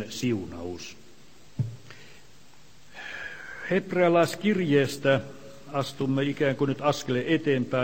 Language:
Finnish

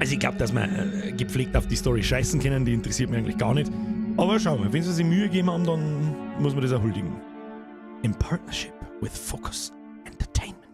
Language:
Bavarian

